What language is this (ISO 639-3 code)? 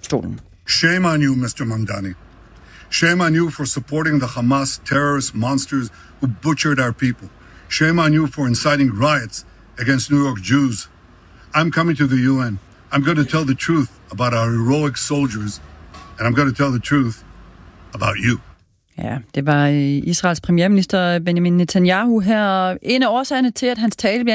dan